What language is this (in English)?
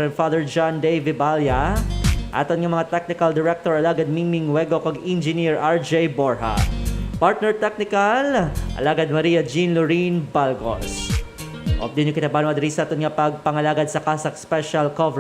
Hiligaynon